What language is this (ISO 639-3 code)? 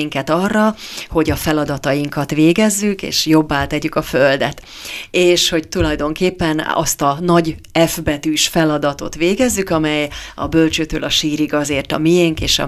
hun